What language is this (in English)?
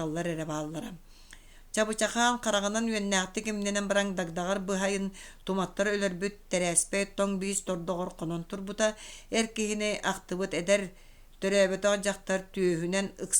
Yakut